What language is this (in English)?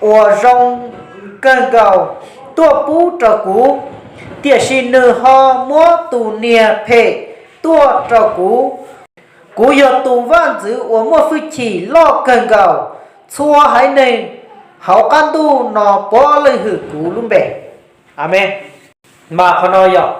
Hmong